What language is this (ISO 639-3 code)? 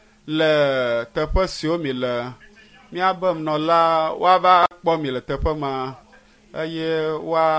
ewe